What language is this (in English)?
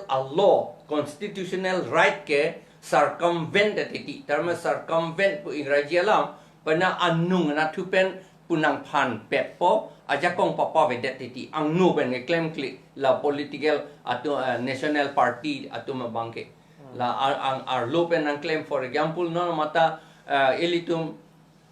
Karbi